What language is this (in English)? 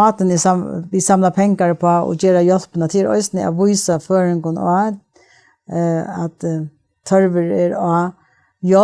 Faroese